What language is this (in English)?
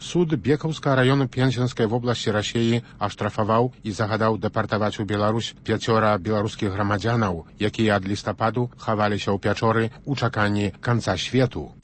Belarusian